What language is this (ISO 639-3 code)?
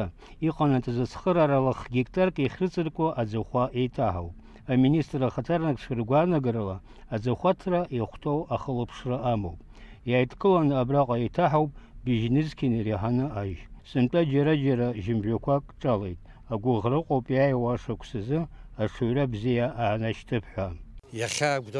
abk